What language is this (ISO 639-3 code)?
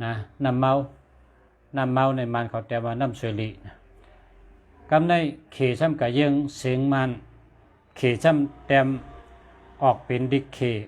shn